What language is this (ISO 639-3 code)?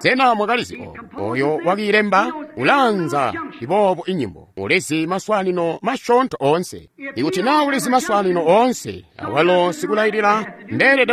toi